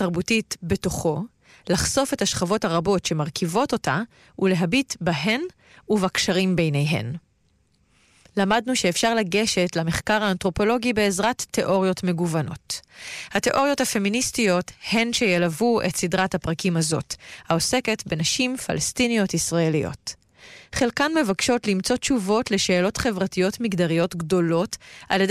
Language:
Hebrew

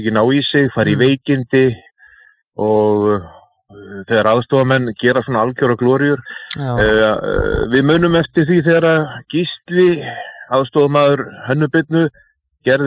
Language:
Icelandic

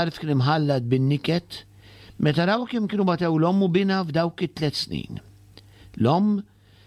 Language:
Maltese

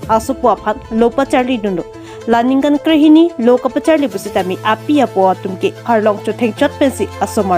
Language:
Karbi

